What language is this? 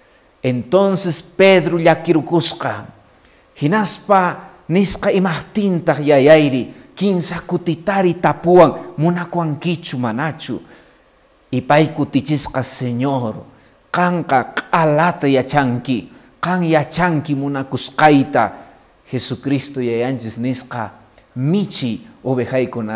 Quechua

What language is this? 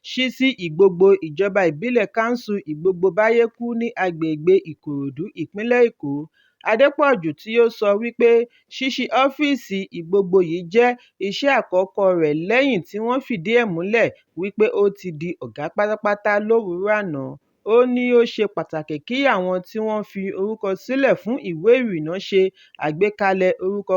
Yoruba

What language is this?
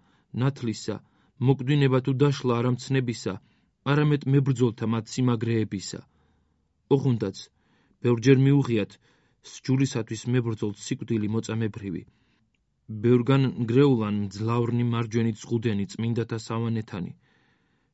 Georgian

